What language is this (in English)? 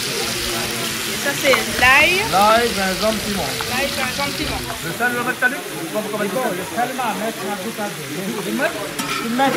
Réunion Creole French